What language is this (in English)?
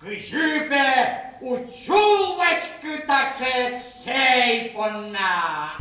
Udmurt